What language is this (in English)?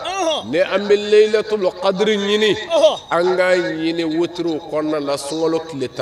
Bambara